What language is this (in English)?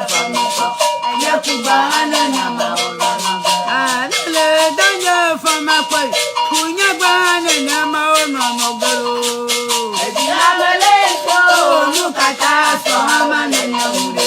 Ewe